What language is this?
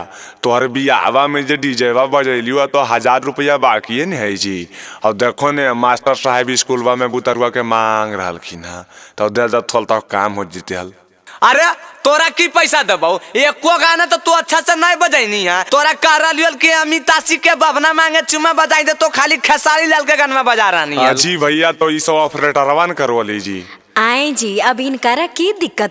Magahi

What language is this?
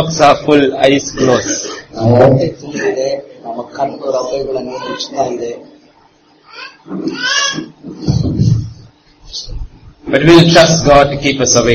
Kannada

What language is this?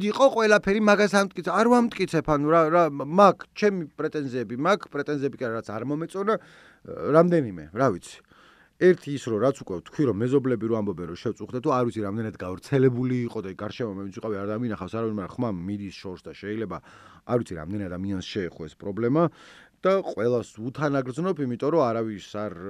Georgian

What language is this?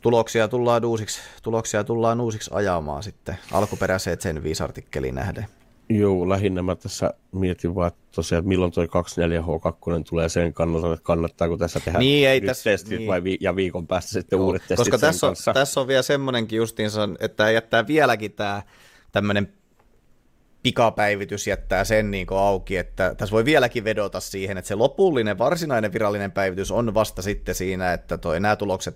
Finnish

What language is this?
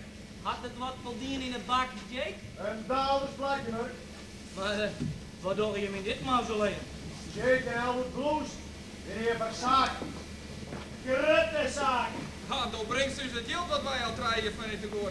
Western Frisian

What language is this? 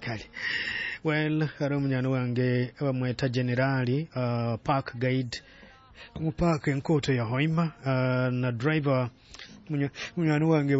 Nyoro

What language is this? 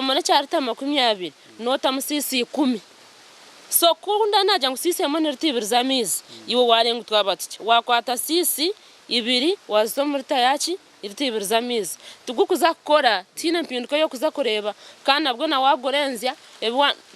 Nyankole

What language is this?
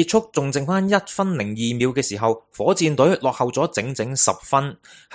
Cantonese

